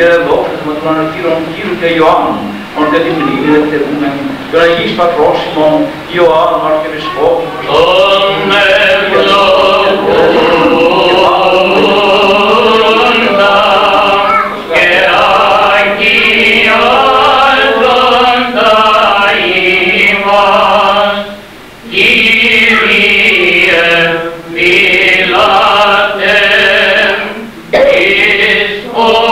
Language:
Greek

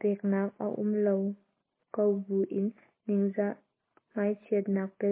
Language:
Hakha Chin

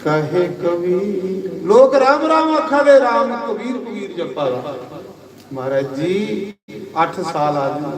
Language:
Dogri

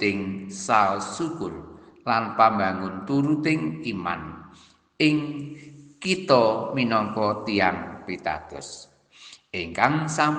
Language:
Javanese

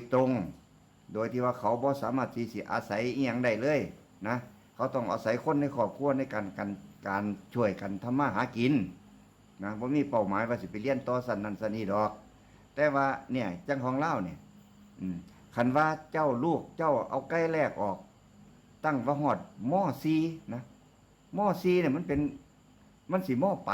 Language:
Northeastern Thai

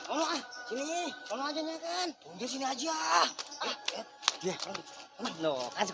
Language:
Betawi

